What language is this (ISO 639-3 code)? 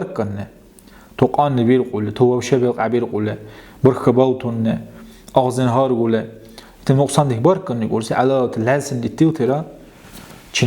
dar